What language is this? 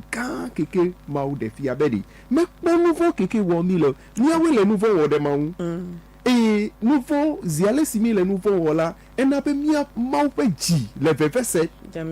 Ewe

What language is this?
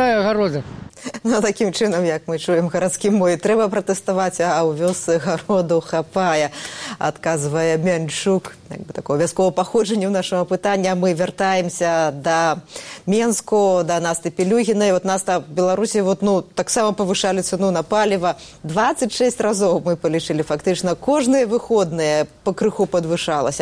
Belarusian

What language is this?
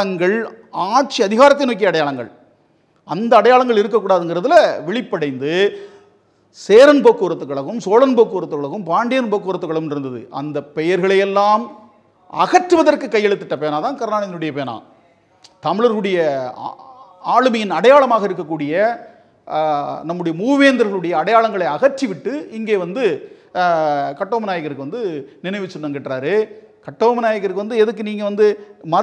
Tamil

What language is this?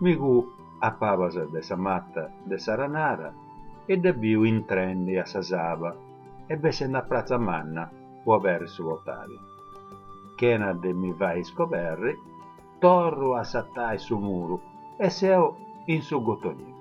Sardinian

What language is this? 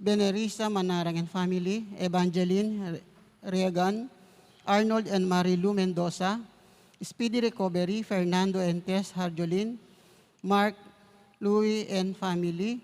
Pampanga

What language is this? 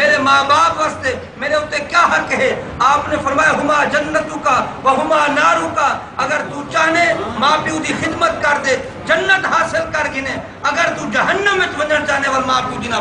Saraiki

